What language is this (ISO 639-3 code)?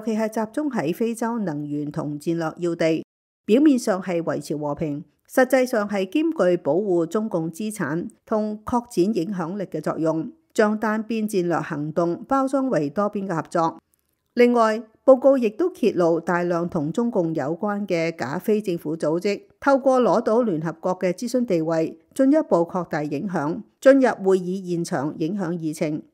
yue